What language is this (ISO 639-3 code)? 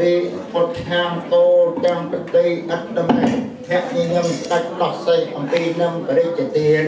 khm